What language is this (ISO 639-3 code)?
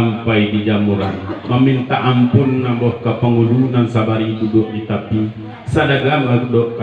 min